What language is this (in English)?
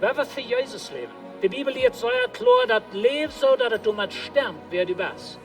Plautdietsch